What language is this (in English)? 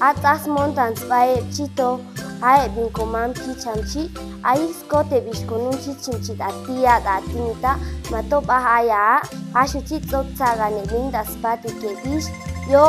Chuj